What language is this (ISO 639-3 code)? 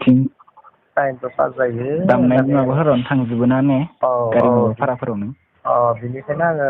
brx